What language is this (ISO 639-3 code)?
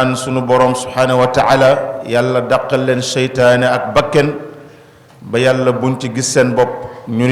wol